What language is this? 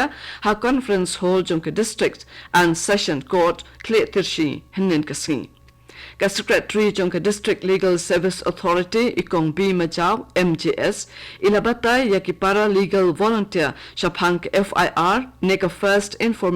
Khasi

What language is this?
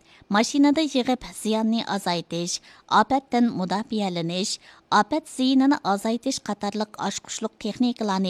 Uyghur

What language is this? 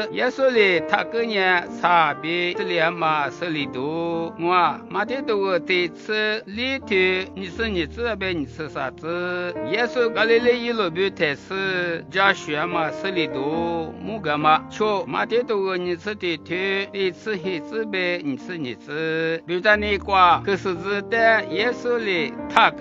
Lisu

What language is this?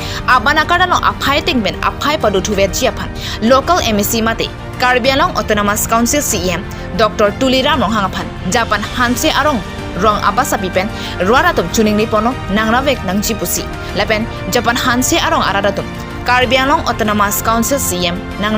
Karbi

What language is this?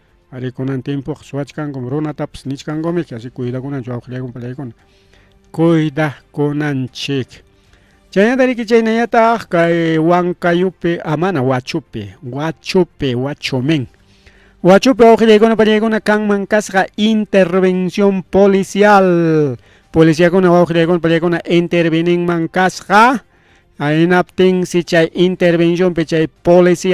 Ayacucho Quechua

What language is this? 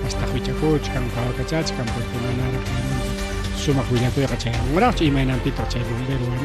Ayacucho Quechua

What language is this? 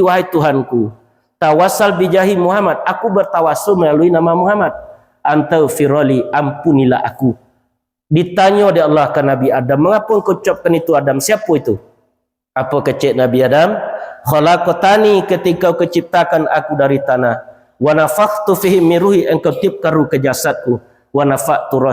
Minangkabau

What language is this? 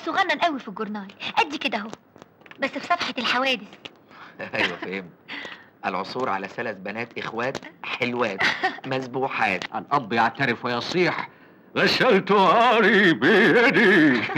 Egyptian Arabic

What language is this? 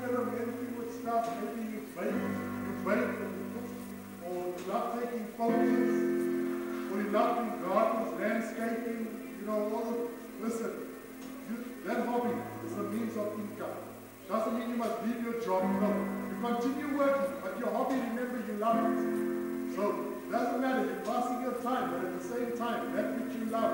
English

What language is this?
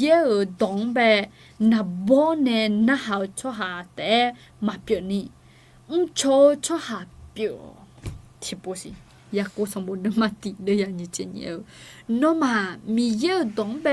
Akha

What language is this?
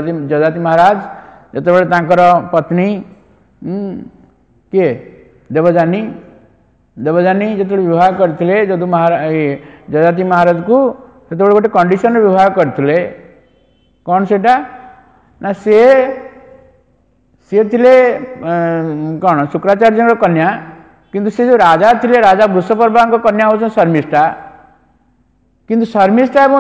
Odia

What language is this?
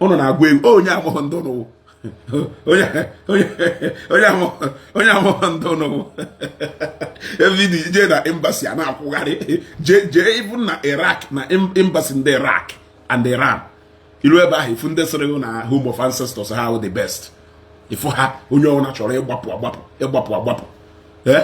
Igbo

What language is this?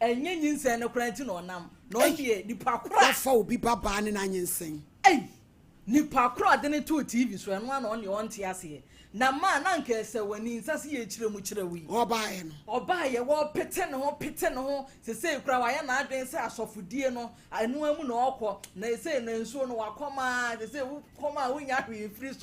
Akan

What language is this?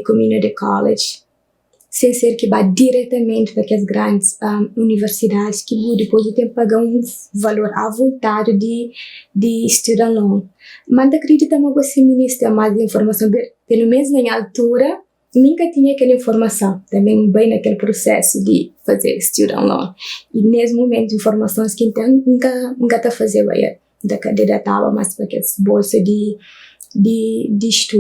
Kabuverdianu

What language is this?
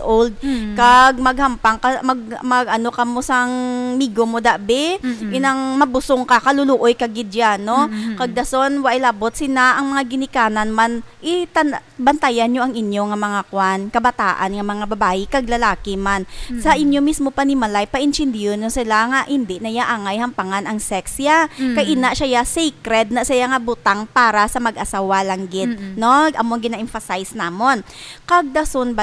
Hiligaynon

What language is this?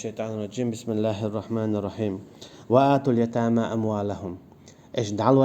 Chechen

